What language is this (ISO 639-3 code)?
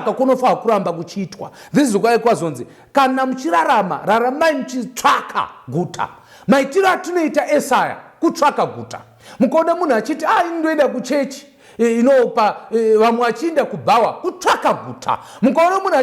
sna